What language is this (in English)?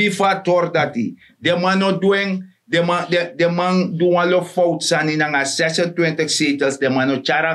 Sranan Tongo